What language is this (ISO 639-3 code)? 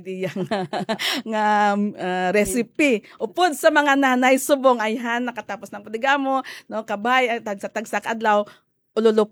hil